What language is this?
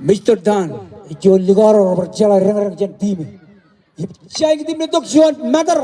Marshallese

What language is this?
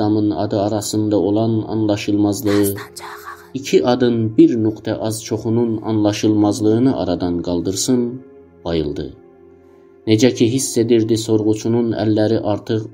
South Azerbaijani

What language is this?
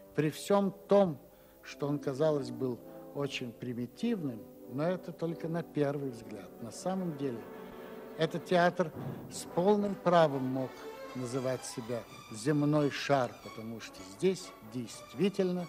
Russian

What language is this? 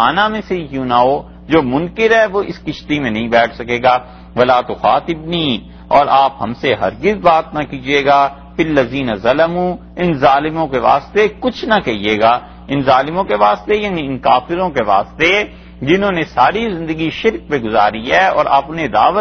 Urdu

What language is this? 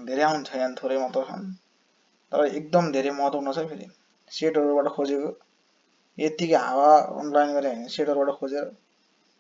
Nepali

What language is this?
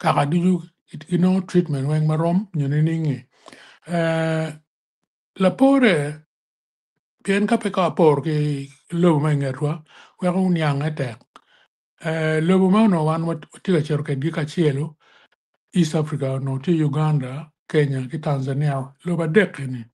Acoli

